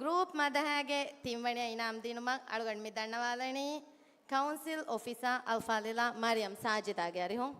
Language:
Divehi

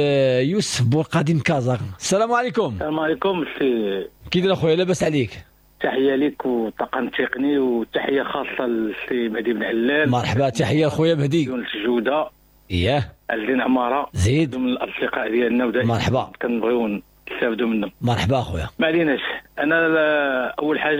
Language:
Moroccan Arabic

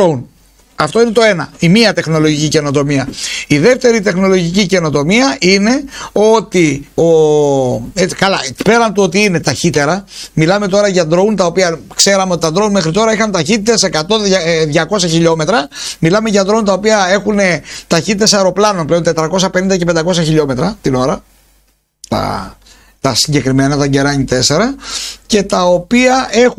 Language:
Greek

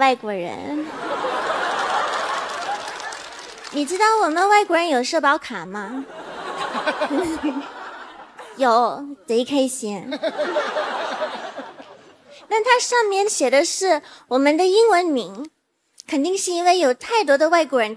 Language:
Chinese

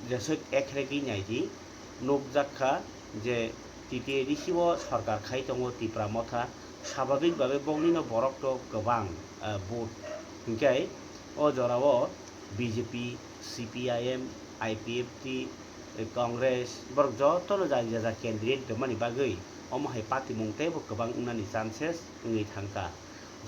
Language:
Kok Borok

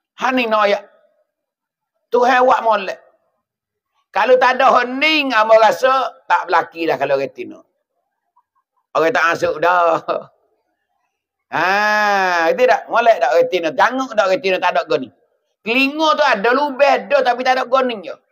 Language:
Pattani Malay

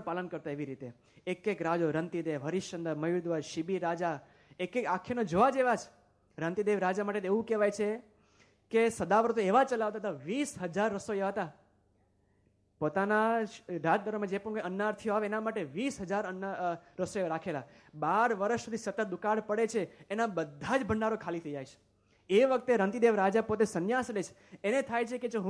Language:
Gujarati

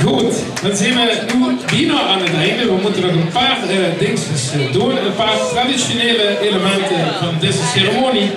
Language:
Limburgish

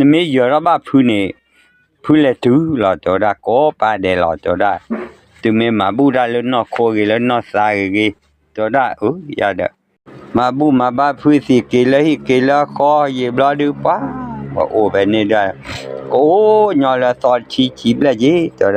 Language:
S'gaw Karen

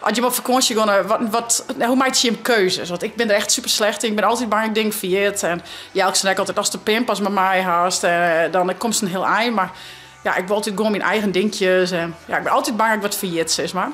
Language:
Western Frisian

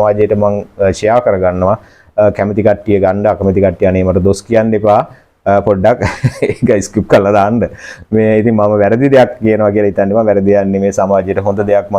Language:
Sinhala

